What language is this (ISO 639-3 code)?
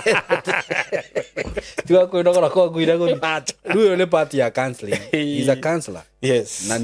kik